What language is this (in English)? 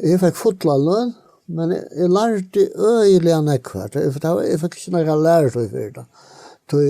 Faroese